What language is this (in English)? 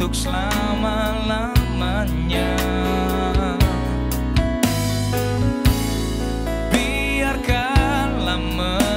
Indonesian